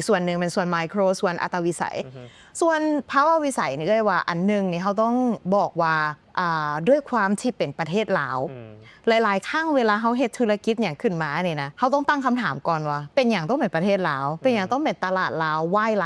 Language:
Lao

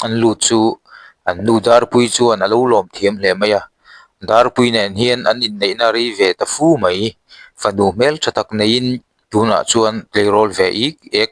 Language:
Mizo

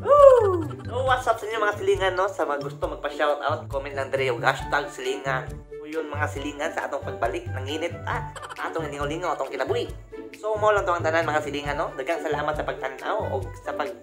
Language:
Cebuano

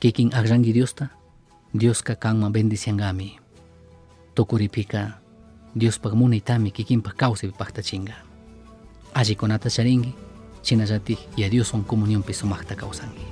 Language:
Chimborazo Highland Quichua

